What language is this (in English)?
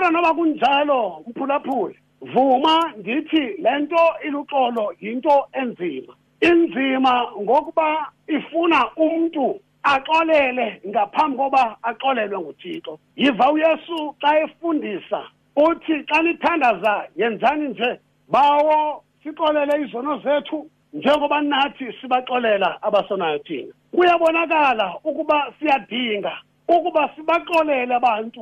Xhosa